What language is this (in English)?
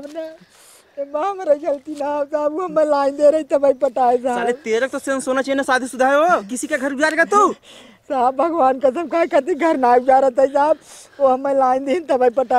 Hindi